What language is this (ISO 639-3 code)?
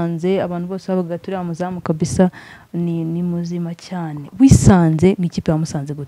kin